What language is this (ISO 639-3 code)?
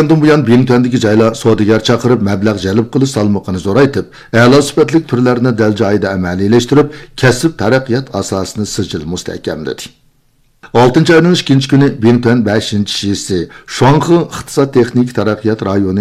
uig